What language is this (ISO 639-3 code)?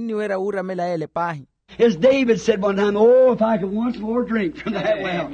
vmw